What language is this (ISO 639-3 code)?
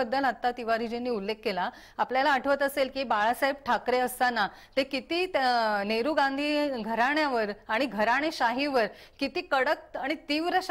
mar